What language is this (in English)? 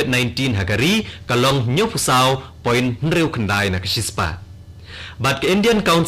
Khasi